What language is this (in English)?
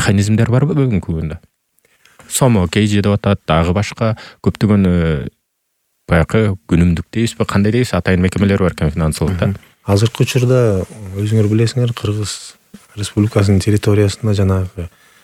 Kyrgyz